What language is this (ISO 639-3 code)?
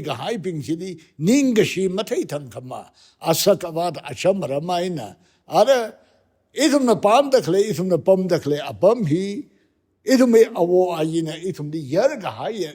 nmf